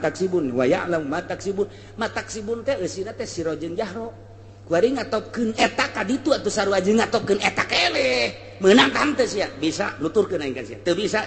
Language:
Sundanese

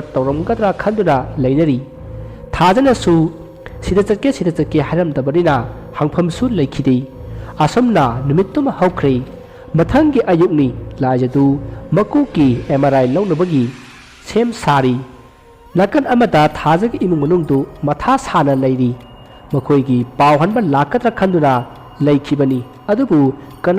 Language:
Manipuri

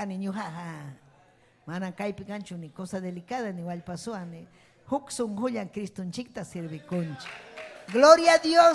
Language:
Ayacucho Quechua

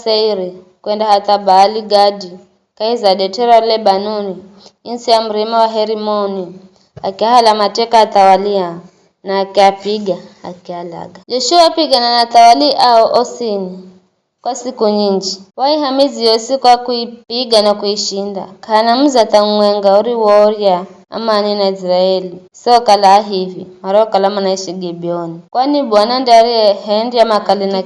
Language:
Giryama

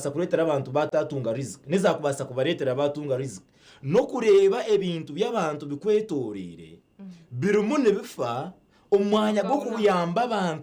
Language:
Nyankole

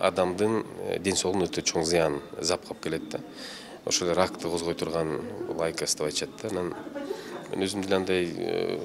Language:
Kyrgyz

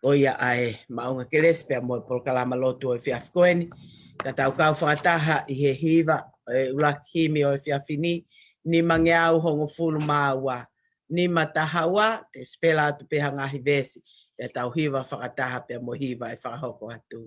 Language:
Tongan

